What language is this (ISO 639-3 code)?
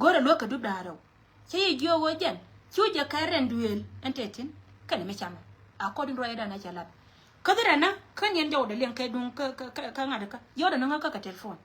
nus